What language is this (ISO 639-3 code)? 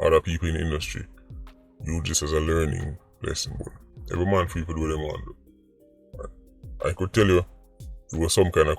jam